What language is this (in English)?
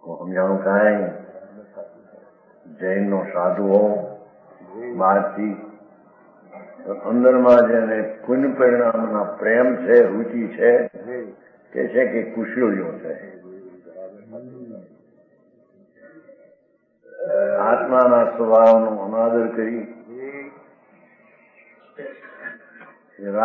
Gujarati